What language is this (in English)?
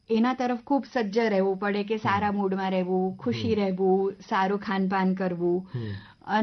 Gujarati